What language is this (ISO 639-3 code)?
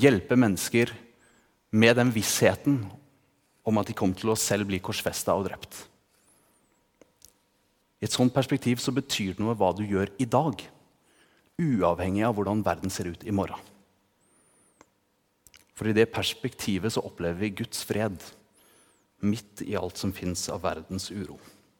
nor